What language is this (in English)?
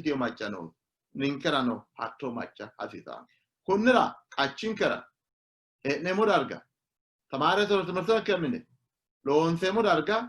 Sidamo